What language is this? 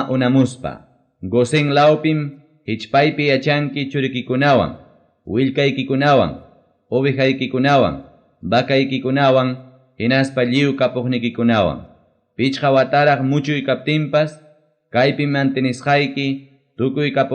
Ayacucho Quechua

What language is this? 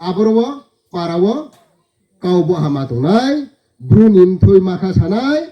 Riang (India)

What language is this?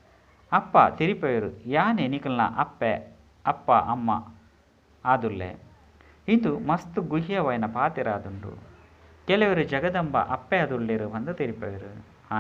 Tulu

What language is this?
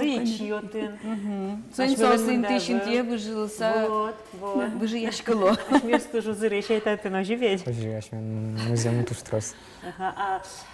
Udmurt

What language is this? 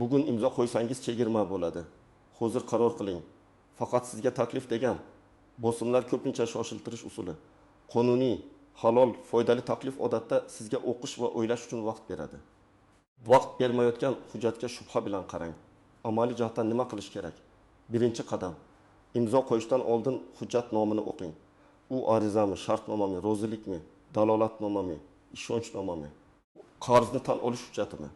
Uzbek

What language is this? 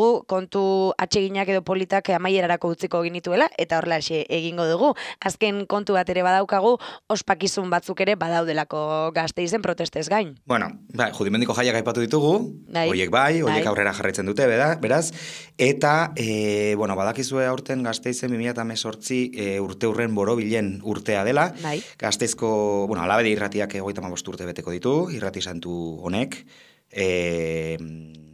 Basque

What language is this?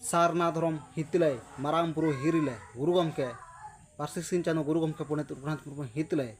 Santali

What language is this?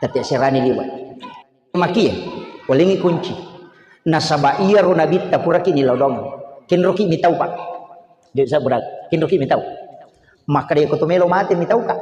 Buginese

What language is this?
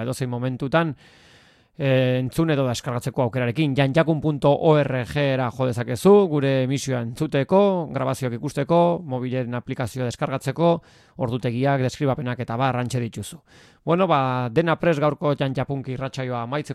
Basque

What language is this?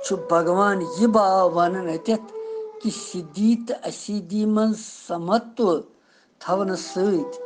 Kashmiri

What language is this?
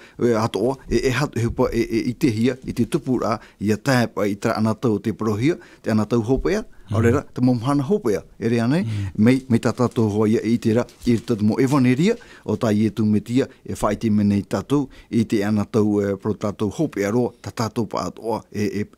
Tahitian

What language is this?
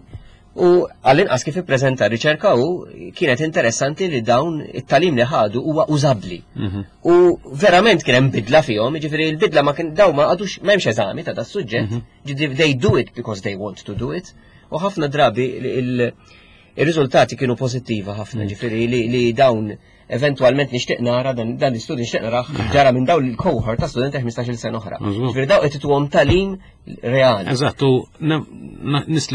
Maltese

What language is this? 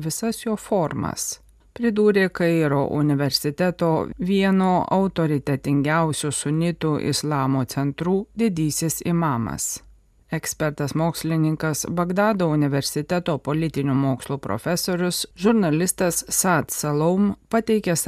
Lithuanian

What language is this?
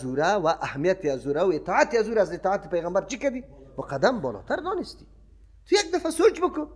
Persian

